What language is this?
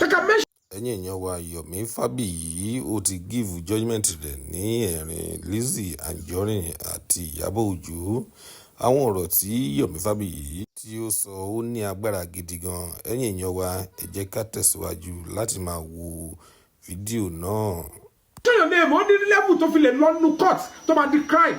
Yoruba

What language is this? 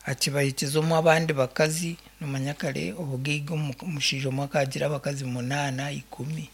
Nyankole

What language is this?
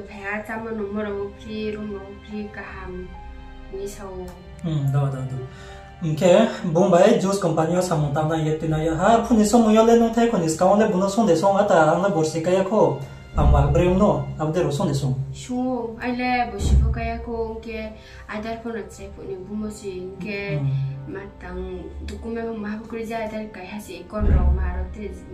Riang (India)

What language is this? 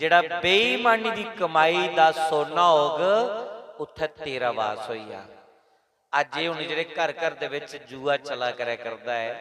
Dogri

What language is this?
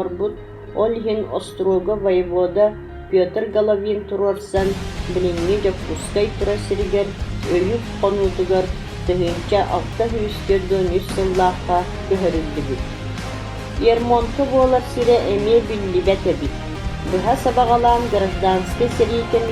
Yakut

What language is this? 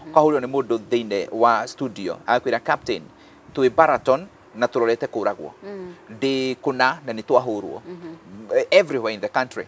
Kikuyu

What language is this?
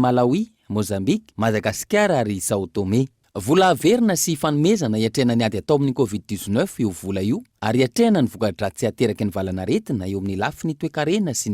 Malagasy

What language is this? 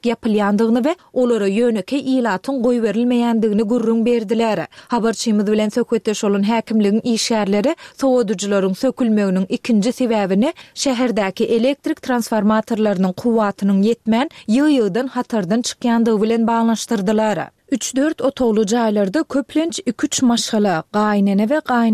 Turkmen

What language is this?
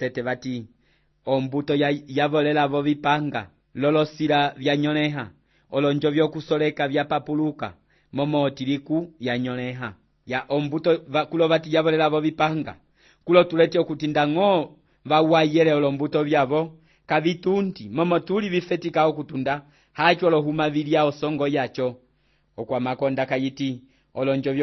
Umbundu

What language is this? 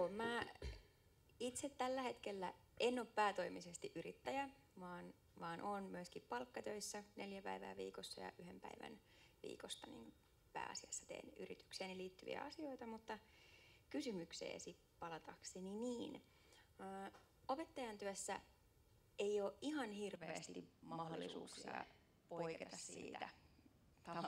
Finnish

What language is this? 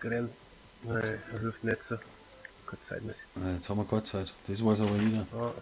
Bavarian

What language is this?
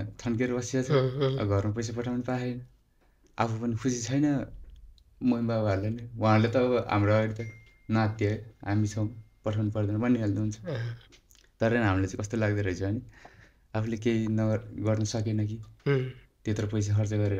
Nepali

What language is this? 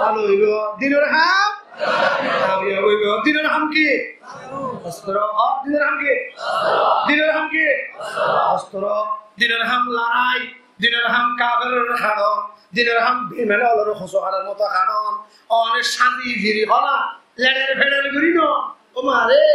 Rohingya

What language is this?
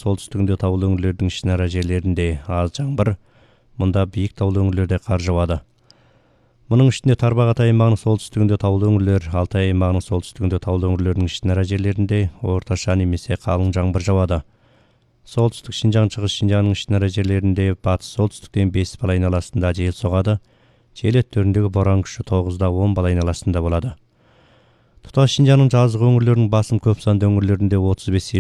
Kazakh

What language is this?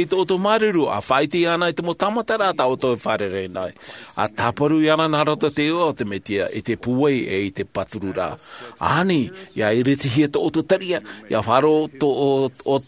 Tahitian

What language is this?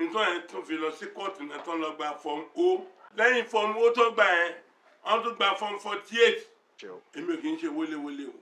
Yoruba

